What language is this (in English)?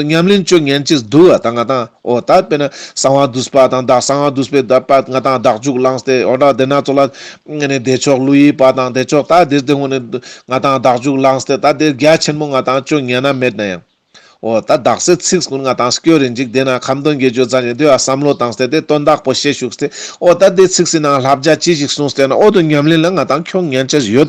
Ladakhi